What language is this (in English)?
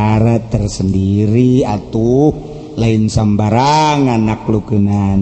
Sundanese